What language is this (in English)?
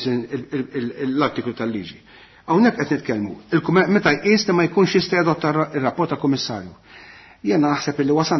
Maltese